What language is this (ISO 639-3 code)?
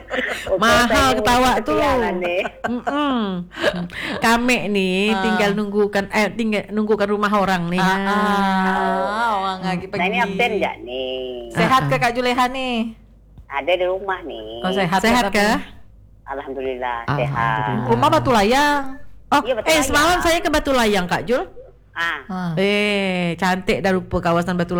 msa